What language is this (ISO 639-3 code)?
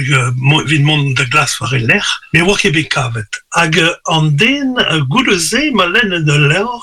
bre